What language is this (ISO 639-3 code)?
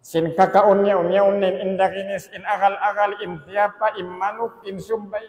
tsg